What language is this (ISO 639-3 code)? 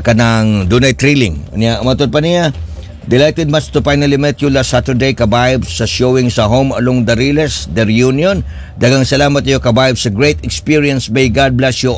ceb